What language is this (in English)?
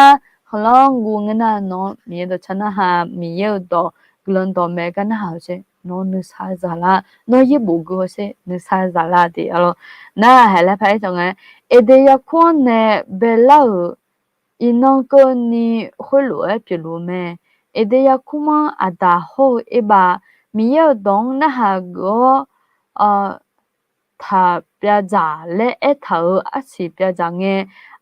Akha